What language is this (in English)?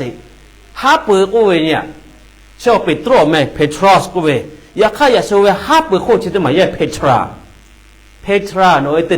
Lahu